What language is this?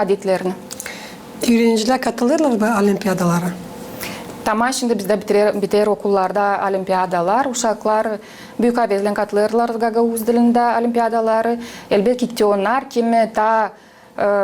Gagauz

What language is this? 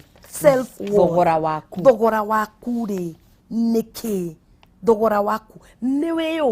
Kikuyu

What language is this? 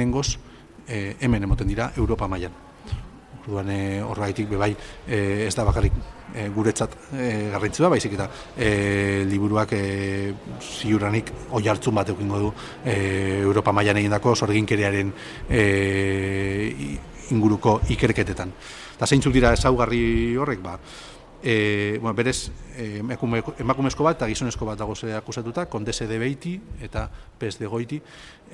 Basque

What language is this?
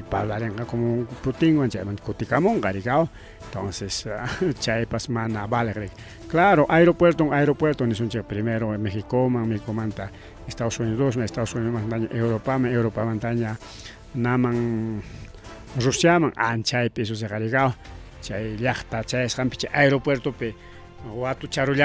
Ayacucho Quechua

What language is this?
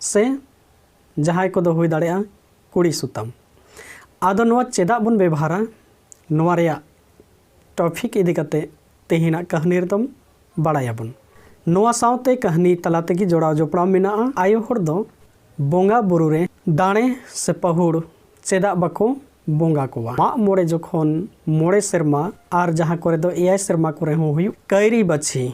Santali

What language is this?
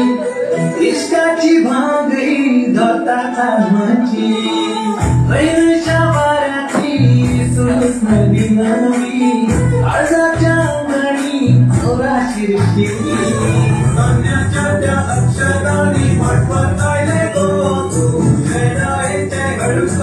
Konkani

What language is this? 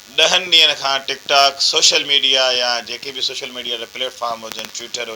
Sindhi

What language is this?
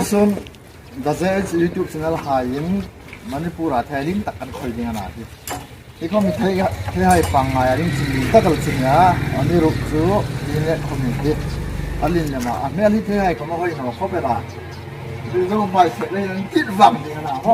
Hmar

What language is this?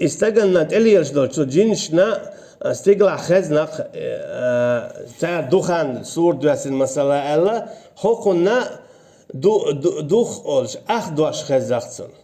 Chechen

